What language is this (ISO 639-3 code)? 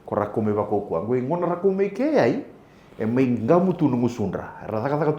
fij